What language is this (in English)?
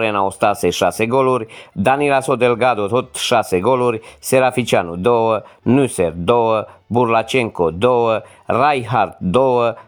Romanian